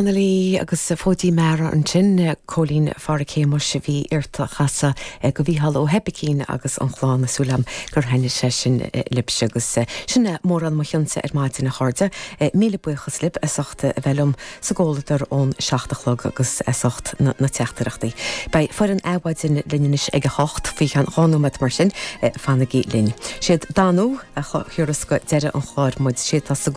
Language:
Irish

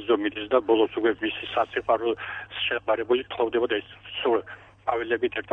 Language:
Georgian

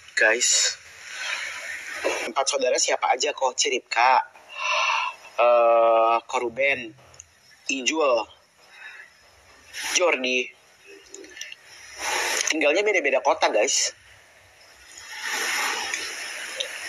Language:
Indonesian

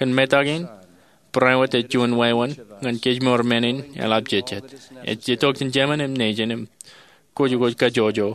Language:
Marshallese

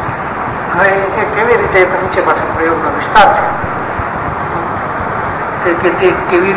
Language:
Gujarati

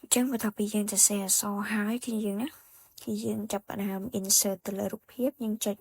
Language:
Khmer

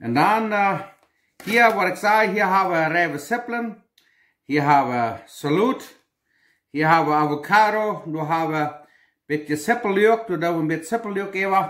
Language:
Plautdietsch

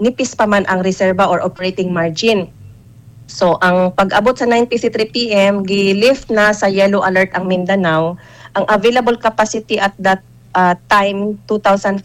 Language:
Cebuano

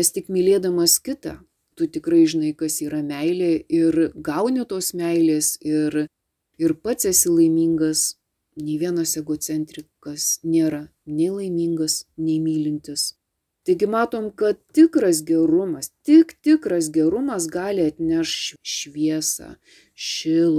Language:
Lithuanian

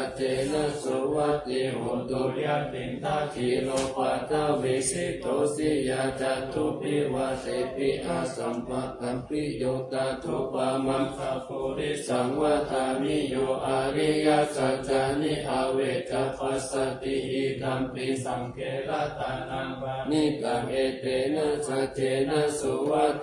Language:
Pali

